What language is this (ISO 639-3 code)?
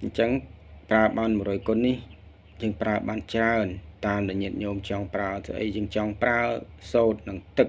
khm